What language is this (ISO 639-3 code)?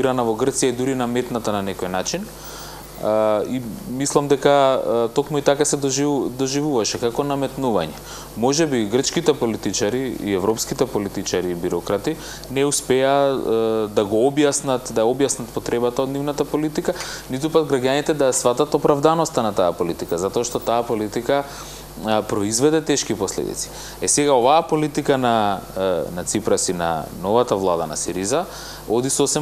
mkd